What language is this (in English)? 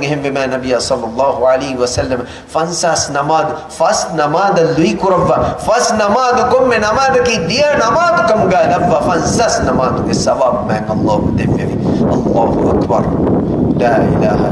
Divehi